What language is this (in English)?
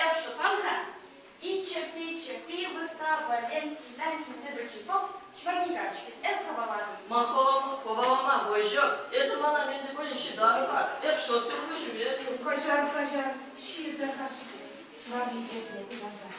Chuvash